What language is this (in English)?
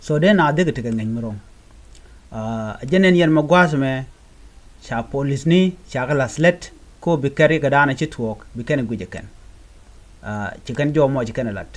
Nuer